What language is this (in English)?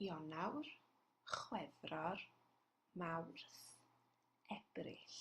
Welsh